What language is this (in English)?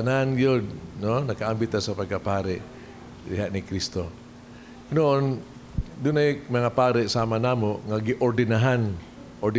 Cebuano